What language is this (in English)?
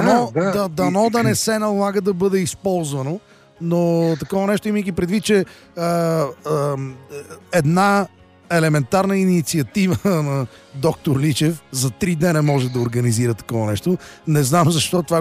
Bulgarian